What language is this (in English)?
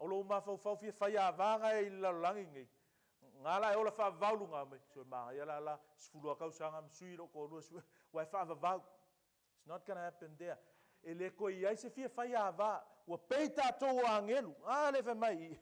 Samoan